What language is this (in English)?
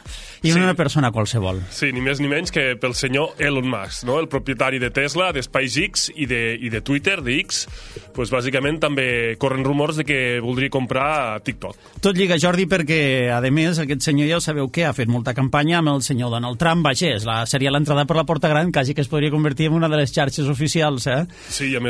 Catalan